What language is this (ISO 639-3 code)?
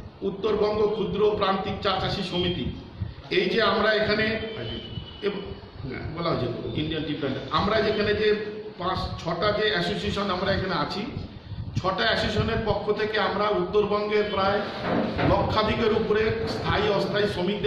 ben